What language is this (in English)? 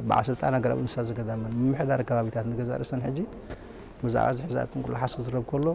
Tigrinya